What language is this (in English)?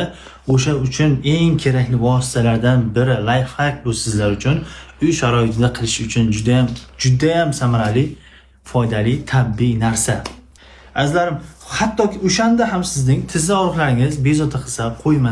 Uzbek